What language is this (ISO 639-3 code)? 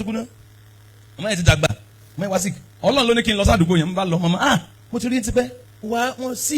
yor